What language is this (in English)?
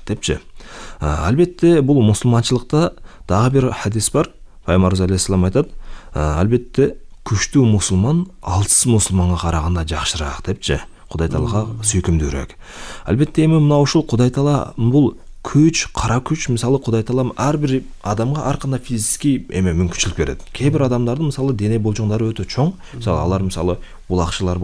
Kyrgyz